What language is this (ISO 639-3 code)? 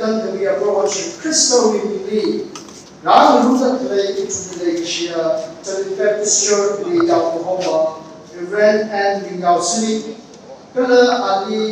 nmf